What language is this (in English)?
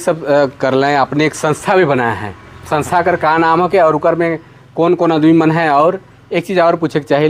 Sadri